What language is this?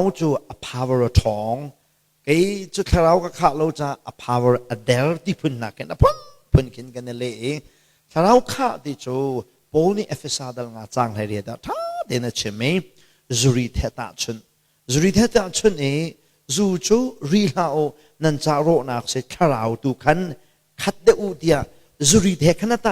Hakha Chin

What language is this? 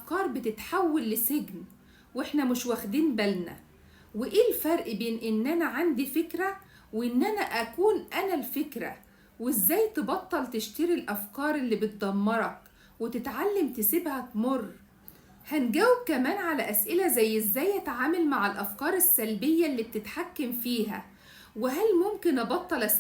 Egyptian Arabic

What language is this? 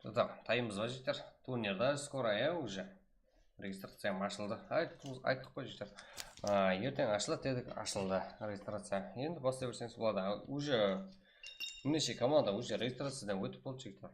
Kara-Kalpak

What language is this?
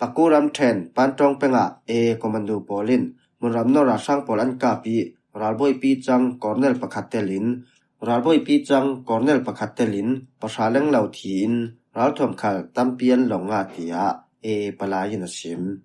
Falam Chin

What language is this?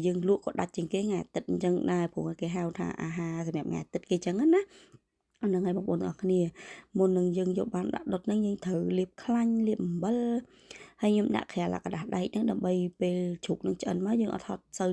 Khmer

